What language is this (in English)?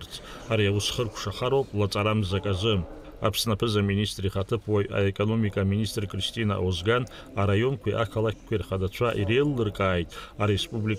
Abkhazian